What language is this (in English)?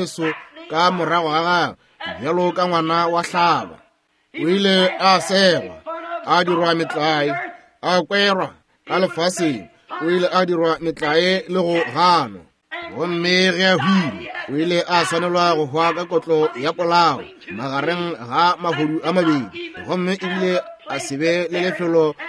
Northern Sotho